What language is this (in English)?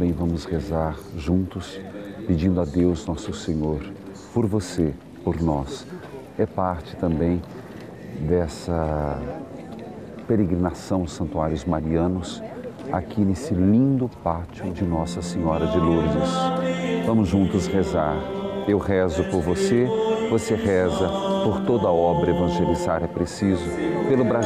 Portuguese